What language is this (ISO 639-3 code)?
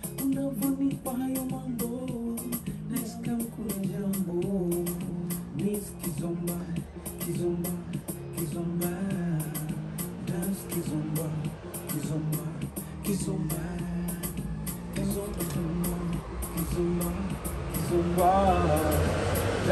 swa